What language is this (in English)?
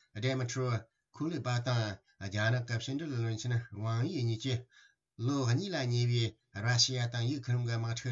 Tibetan